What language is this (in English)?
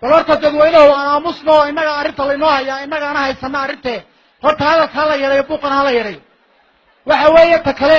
Somali